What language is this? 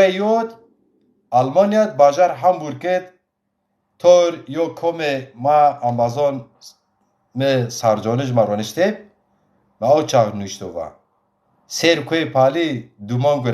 Zaza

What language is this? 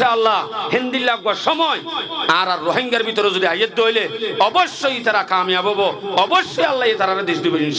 Rohingya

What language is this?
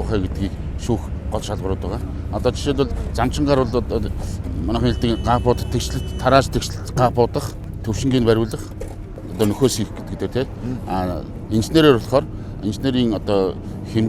Mongolian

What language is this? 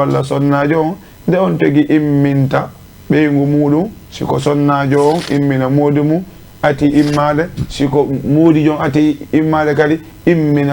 Fula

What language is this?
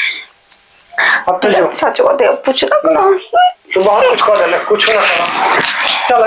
Bhojpuri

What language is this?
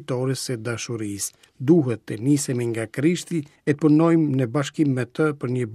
Albanian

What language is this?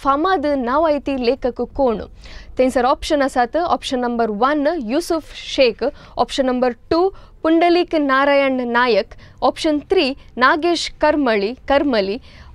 Konkani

